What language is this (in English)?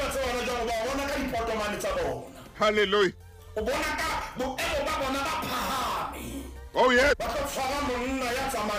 Southern Sotho